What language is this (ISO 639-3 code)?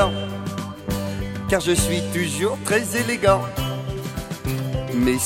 fra